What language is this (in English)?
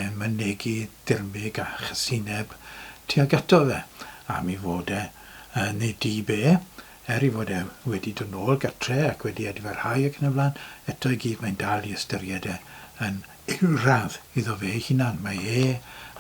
Welsh